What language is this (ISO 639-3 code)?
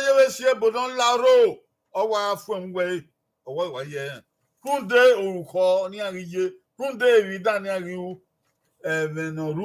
bin